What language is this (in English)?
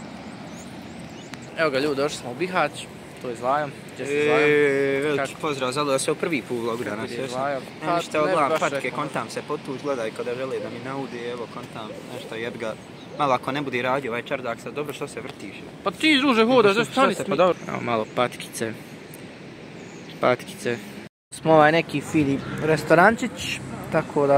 Bosnian